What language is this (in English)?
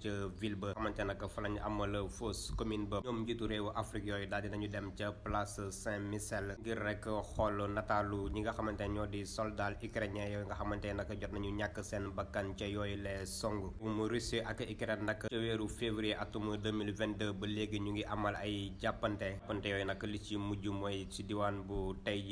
Wolof